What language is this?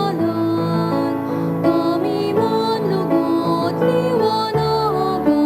Bikol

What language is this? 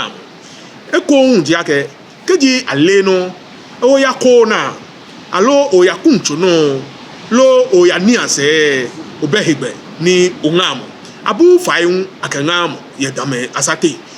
Ga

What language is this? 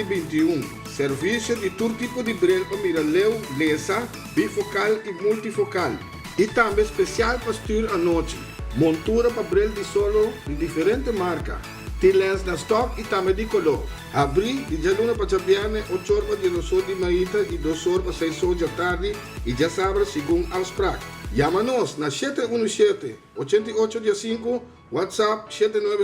Papiamento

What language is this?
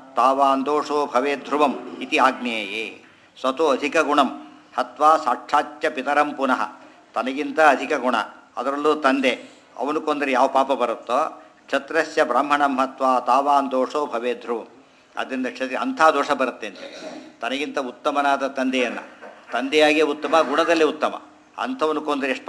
Kannada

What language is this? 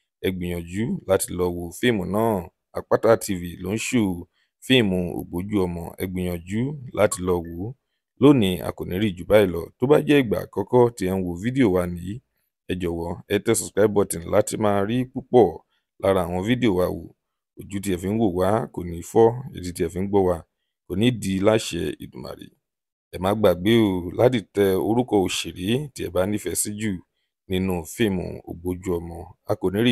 Yoruba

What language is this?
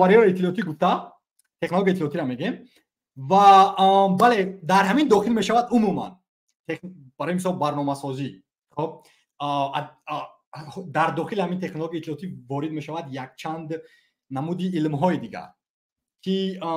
Tajik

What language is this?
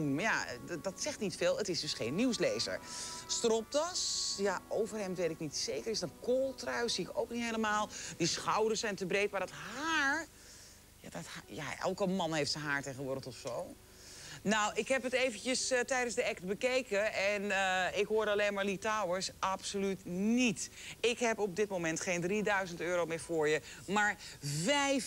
Dutch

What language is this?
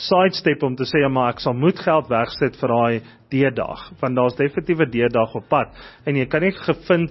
Afrikaans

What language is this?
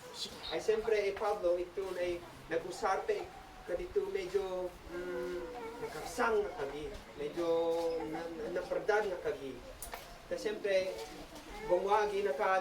Isnag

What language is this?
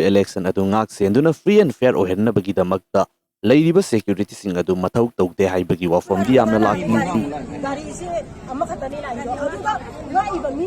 Manipuri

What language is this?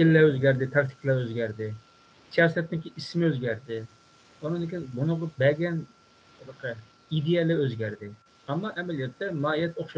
Uyghur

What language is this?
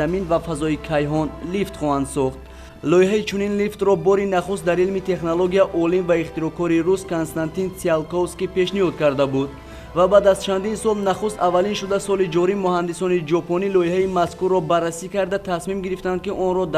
Tajik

